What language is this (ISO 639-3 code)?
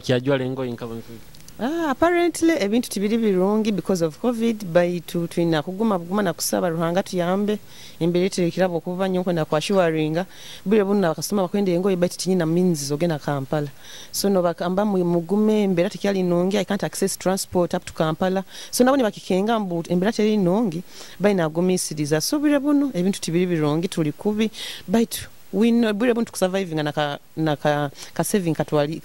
nyo